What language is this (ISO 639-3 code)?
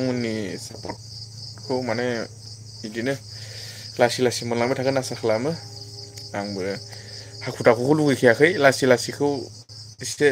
brx